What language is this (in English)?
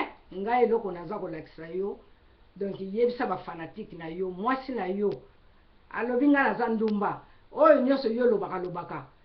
Lingala